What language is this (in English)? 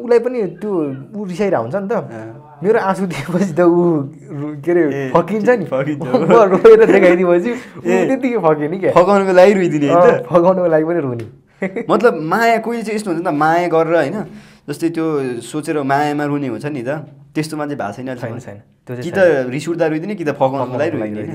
Nepali